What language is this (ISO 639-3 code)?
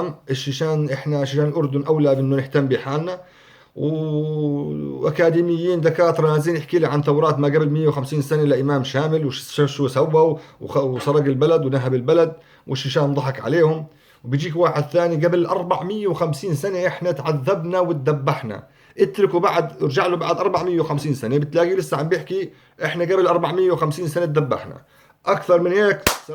apc